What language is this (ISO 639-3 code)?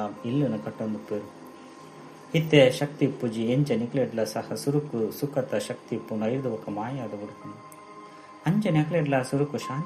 tcy